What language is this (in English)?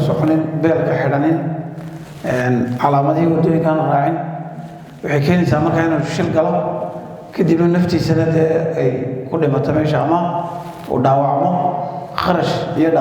Somali